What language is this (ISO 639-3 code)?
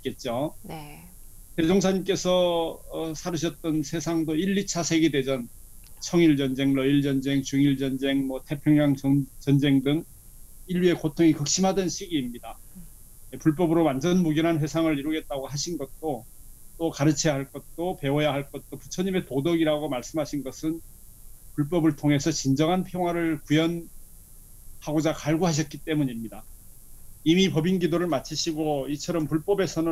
kor